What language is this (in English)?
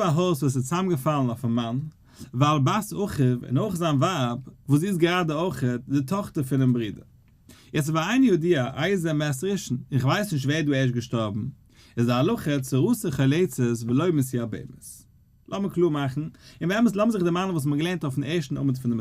Yiddish